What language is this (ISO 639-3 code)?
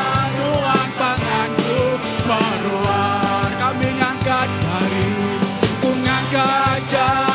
iba